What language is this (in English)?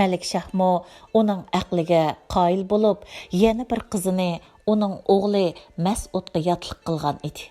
Uyghur